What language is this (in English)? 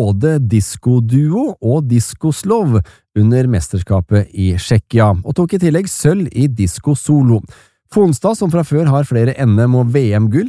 Norwegian